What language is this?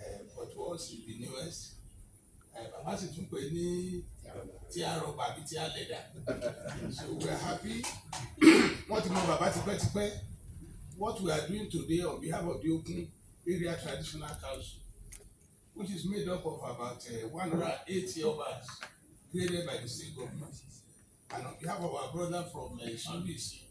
Yoruba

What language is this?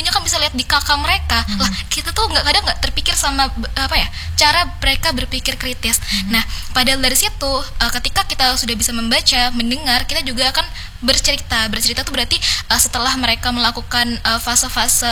Indonesian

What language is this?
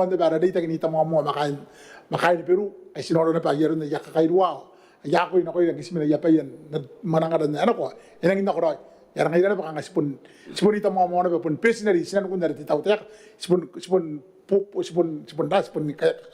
Gilbertese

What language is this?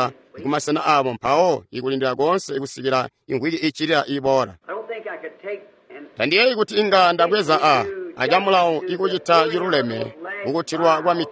Tonga (Zambia)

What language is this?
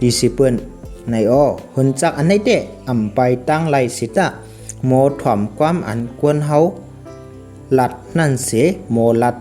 Shan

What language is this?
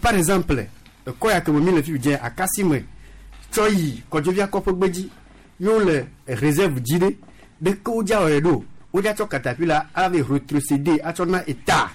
Gen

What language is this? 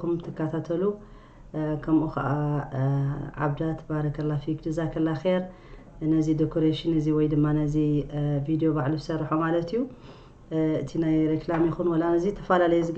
Tigrinya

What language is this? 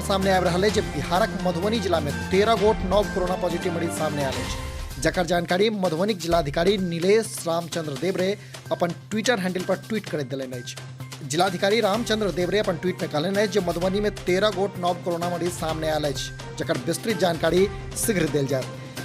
Maithili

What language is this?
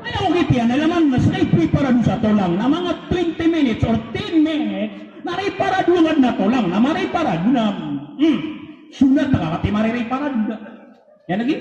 Maranao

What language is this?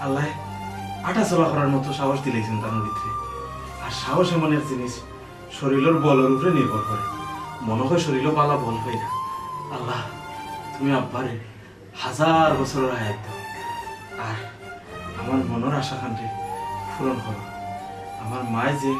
Sylheti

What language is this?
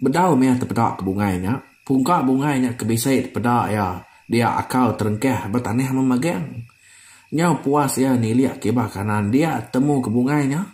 Iban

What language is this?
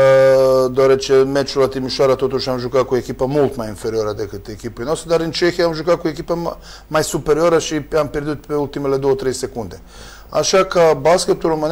Romanian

